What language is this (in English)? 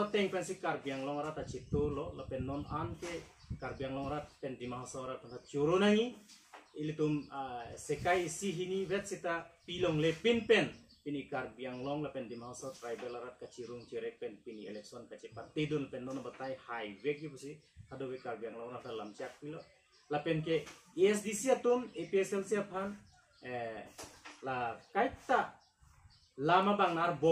Karbi